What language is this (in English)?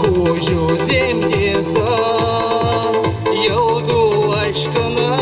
Chuvash